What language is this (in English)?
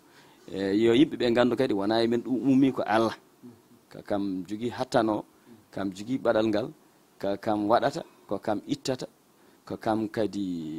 Fula